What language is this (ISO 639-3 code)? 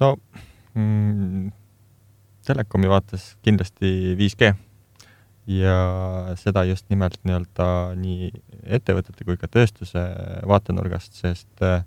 est